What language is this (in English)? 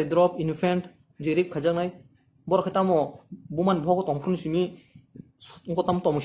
Kok Borok